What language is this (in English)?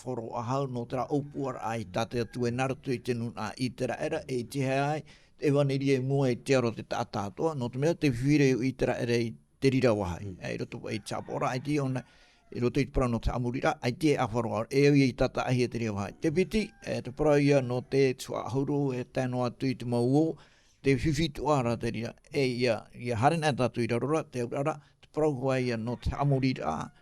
Tahitian